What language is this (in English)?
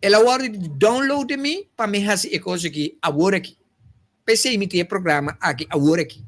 Papiamento